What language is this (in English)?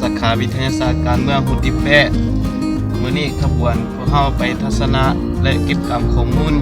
Lao